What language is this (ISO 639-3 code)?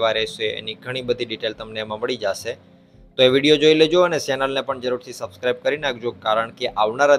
guj